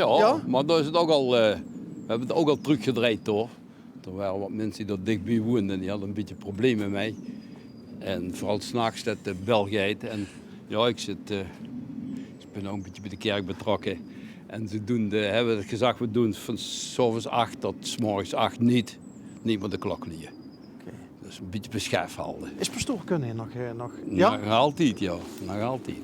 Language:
Limburgish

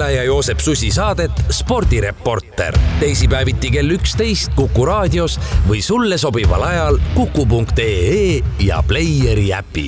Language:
Estonian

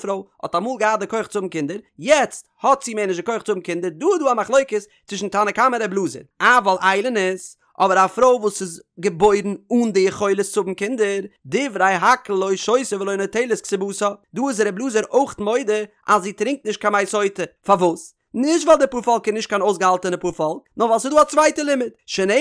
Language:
Yiddish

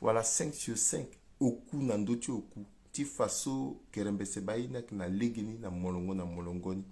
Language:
Sango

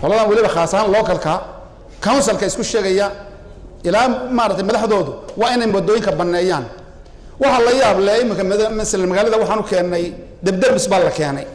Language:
Somali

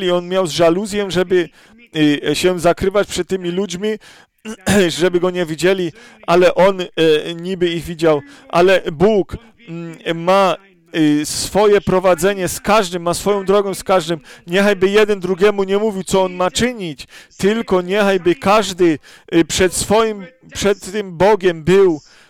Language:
Polish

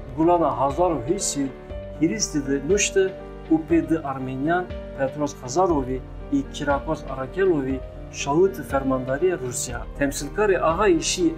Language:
Zaza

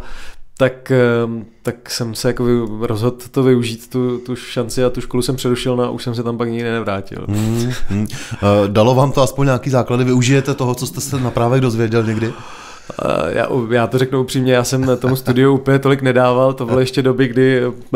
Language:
Czech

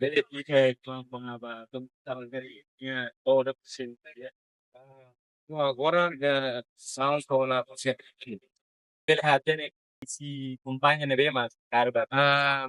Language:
Tetum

